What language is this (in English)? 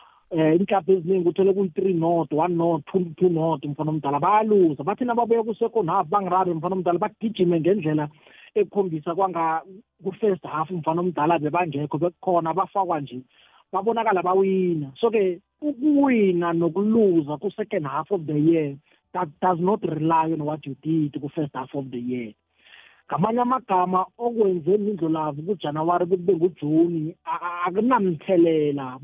South Ndebele